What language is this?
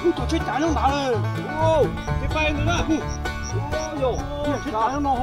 Hmong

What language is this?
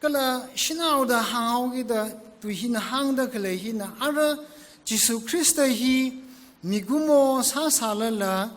Tangkhul Naga (India)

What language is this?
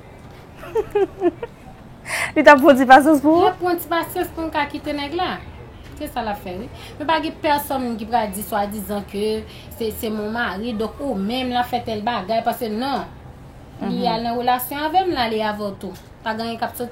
Haitian Creole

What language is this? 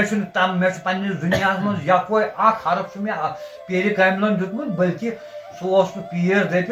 Kashmiri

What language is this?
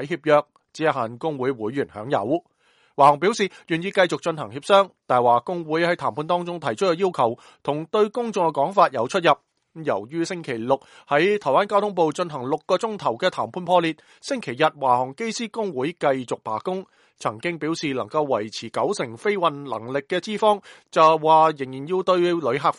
Cantonese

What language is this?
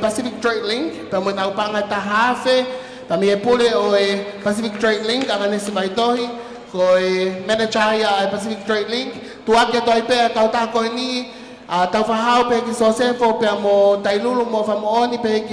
Tongan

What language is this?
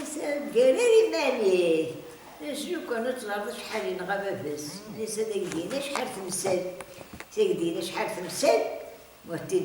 Kabyle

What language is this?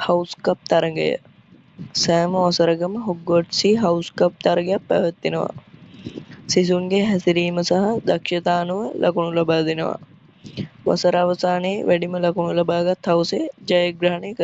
Sinhala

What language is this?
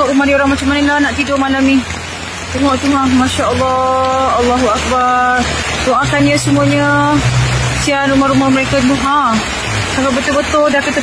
Malay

